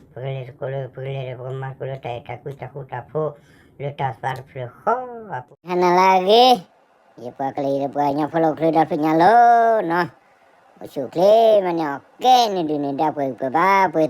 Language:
S'gaw Karen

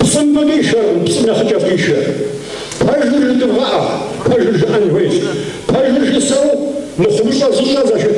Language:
Kabardian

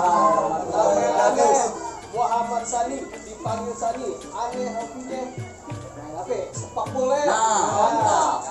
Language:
Betawi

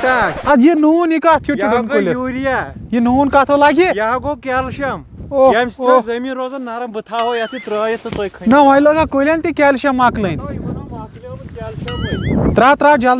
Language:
Kashmiri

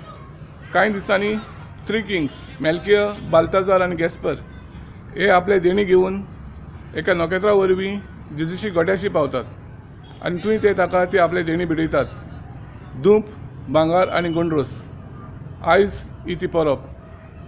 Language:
Konkani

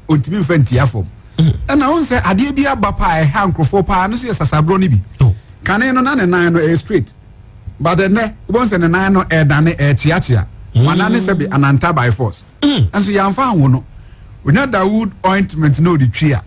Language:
Akan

